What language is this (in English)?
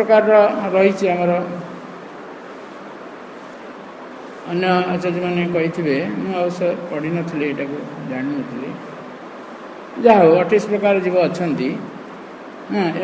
Odia